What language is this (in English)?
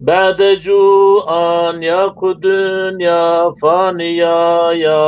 Zaza